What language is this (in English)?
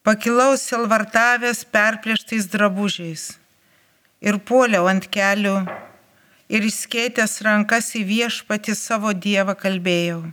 Lithuanian